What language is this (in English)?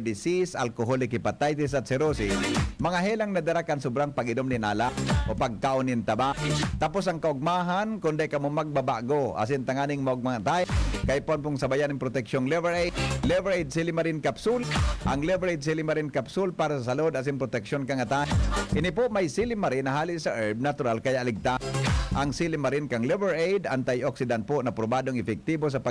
Bikol